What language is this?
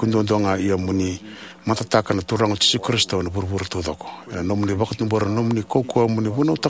Fijian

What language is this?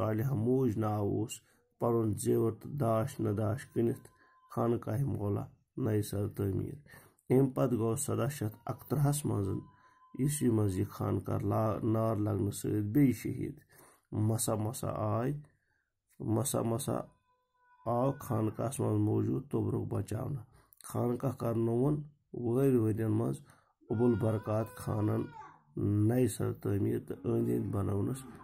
Kashmiri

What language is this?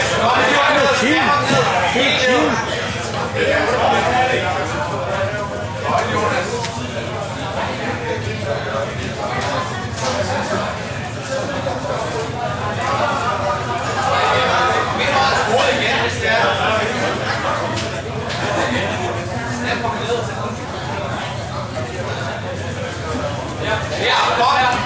Danish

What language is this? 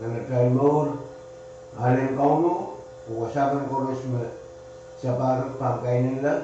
Pohnpeian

